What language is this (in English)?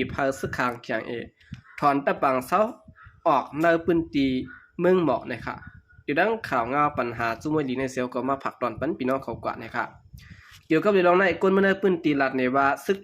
Shan